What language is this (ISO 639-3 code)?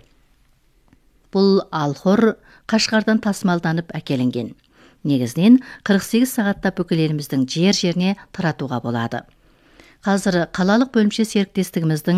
kaz